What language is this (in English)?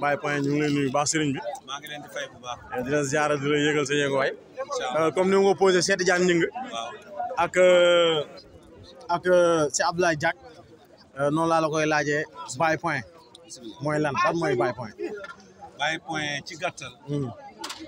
Wolof